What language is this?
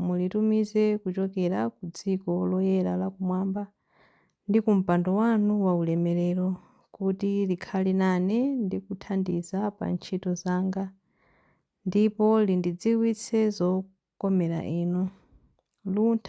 Nyanja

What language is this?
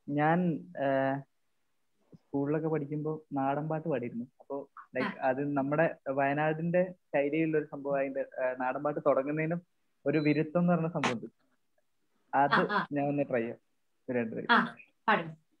Malayalam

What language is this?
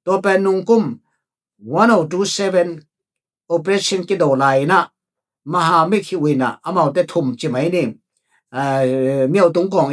Tedim Chin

